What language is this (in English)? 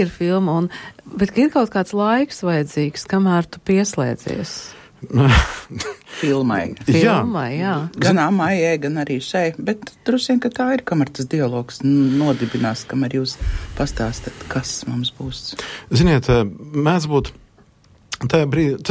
Latvian